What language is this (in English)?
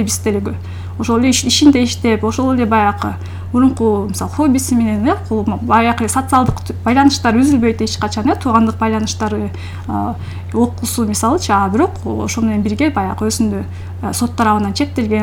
Kyrgyz